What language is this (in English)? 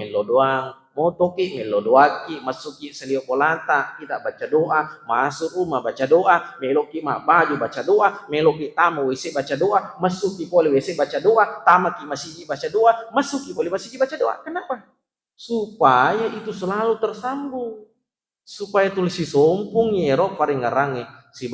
Buginese